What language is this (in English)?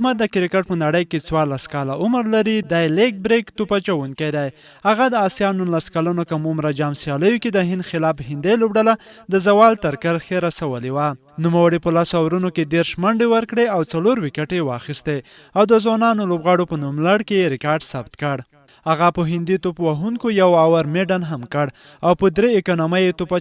Pashto